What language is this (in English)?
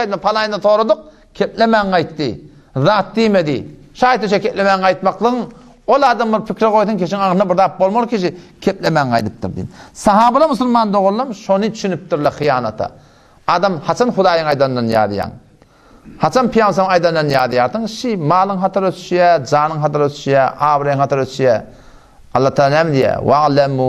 Turkmen